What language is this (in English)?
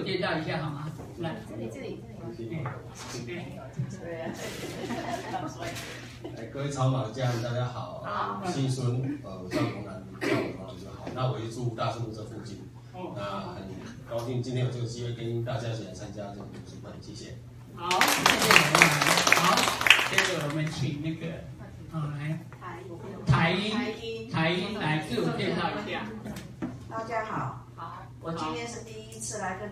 Chinese